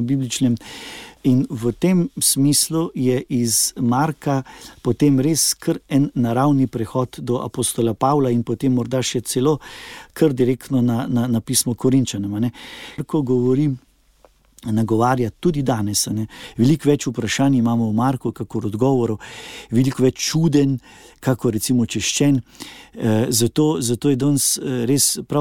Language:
Slovenian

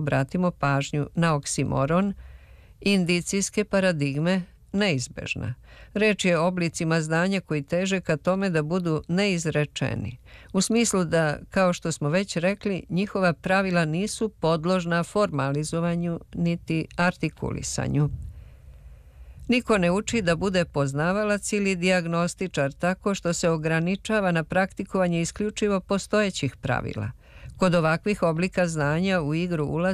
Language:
Serbian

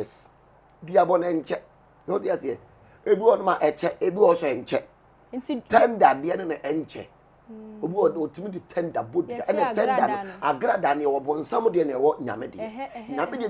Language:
Akan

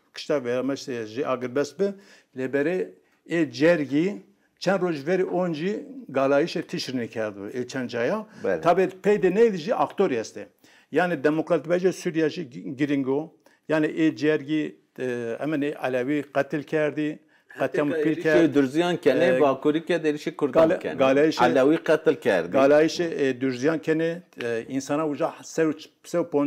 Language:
Zaza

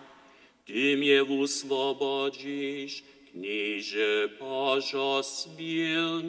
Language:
Upper Sorbian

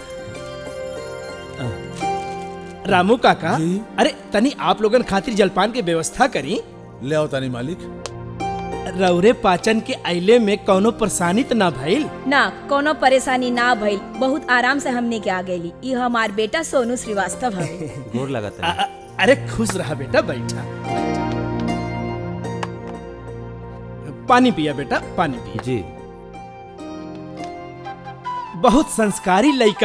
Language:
Bhojpuri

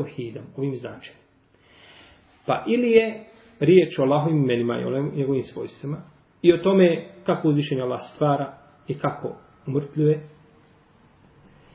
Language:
Bosnian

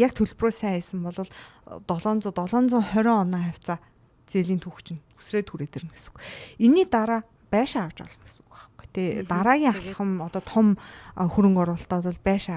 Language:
Mongolian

